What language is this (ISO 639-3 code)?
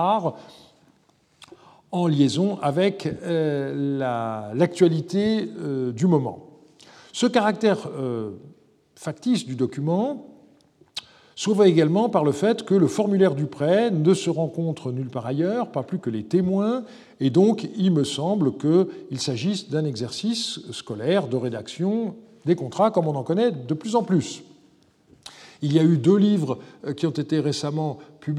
fra